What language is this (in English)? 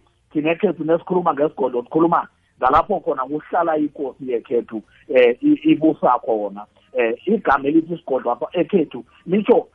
South Ndebele